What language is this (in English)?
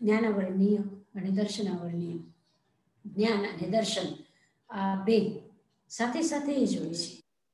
Gujarati